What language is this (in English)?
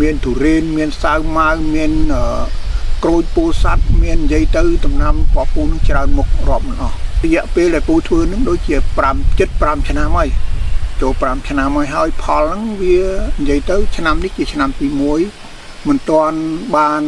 Khmer